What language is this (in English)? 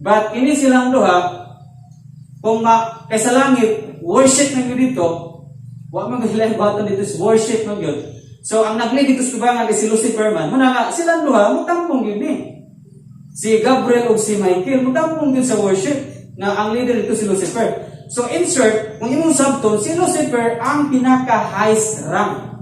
Cebuano